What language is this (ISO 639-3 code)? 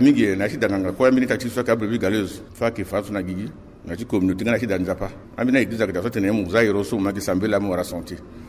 sag